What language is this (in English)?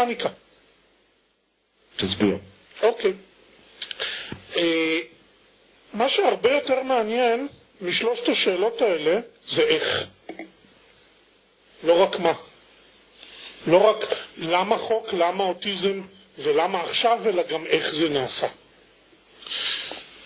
Hebrew